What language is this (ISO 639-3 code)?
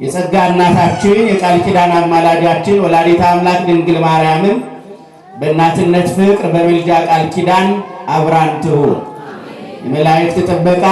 amh